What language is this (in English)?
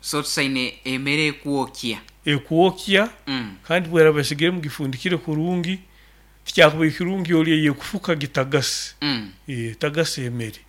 Nyoro